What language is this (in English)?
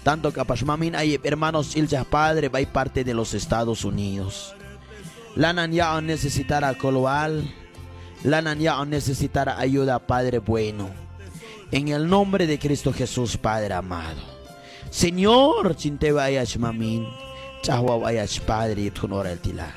Q'anjob'al